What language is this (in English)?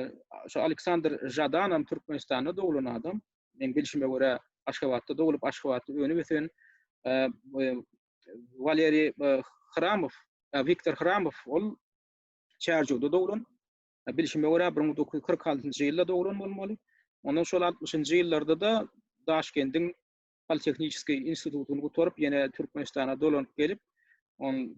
Turkmen